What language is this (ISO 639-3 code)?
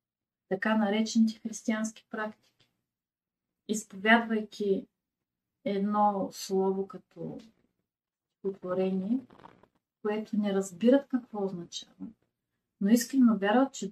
bul